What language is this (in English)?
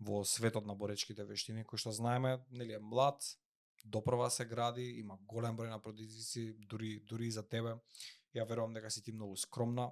Macedonian